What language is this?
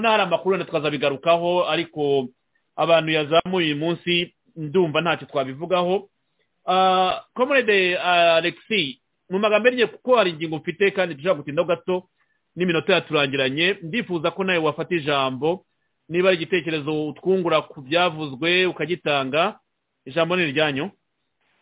Kinyarwanda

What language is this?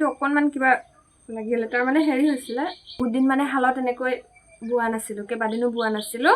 Assamese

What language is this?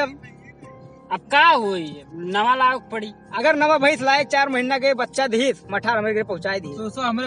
Awadhi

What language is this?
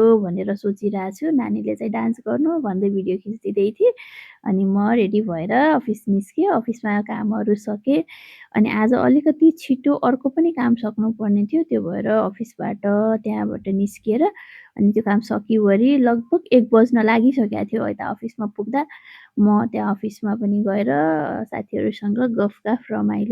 Nepali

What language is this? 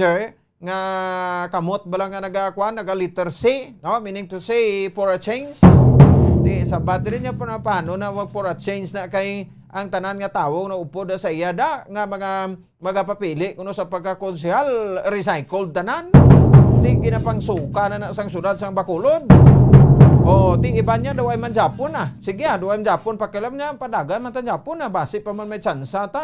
Hiligaynon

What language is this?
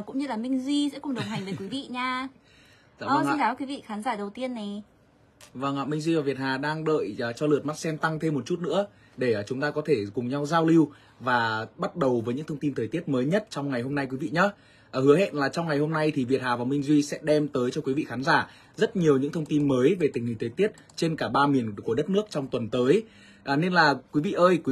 Vietnamese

